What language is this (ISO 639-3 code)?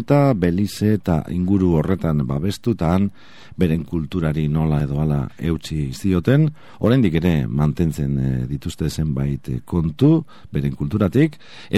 eus